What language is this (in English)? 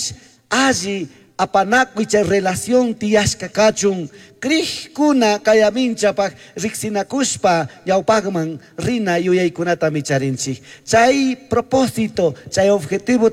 Chimborazo Highland Quichua